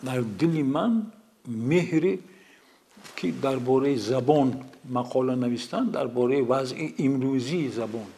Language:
Tajik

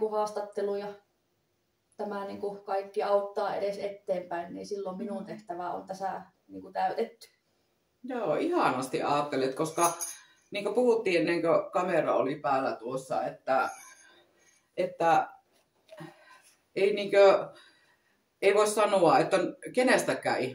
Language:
Finnish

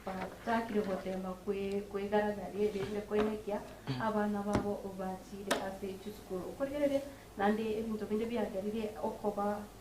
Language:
Gusii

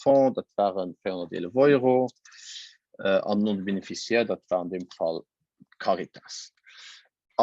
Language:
Luxembourgish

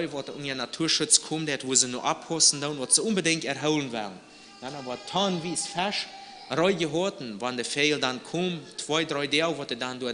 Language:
Plautdietsch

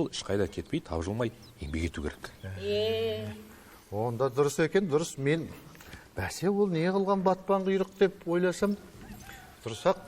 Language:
Kazakh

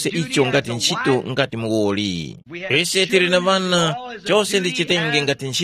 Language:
Tumbuka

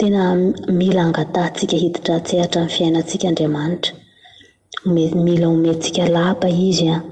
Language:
Malagasy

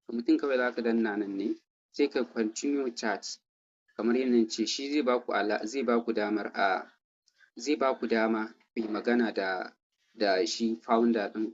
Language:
Hausa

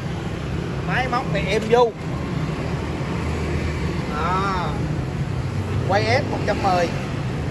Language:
Vietnamese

